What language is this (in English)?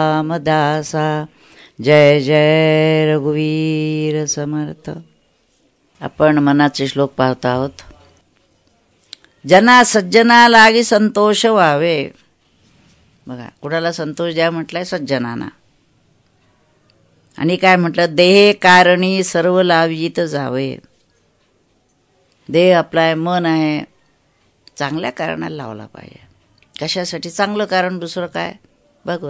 Marathi